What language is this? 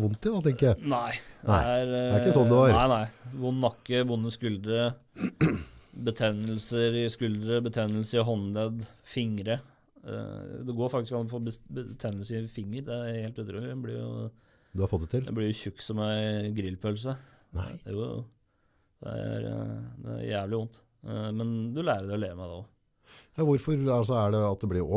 Norwegian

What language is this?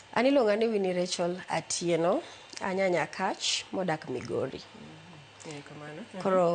Luo (Kenya and Tanzania)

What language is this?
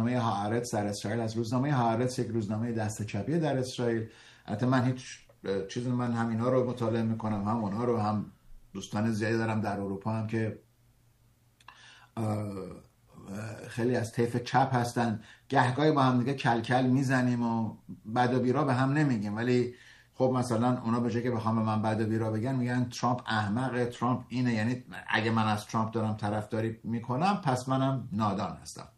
Persian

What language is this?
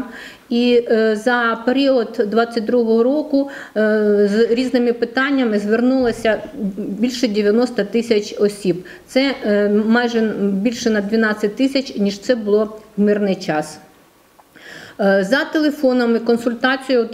Ukrainian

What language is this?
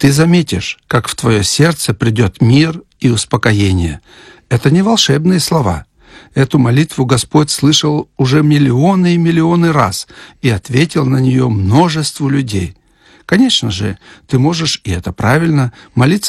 Russian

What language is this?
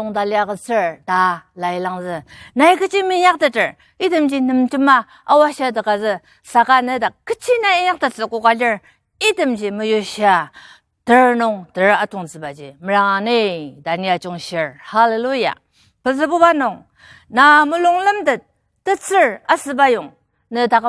Ao Naga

